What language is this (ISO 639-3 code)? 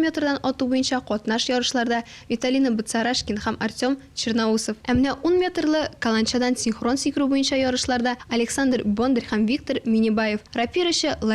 tat